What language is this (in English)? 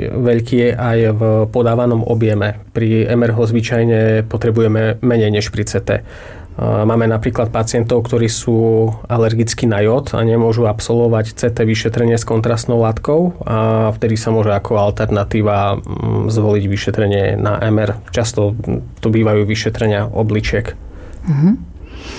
Slovak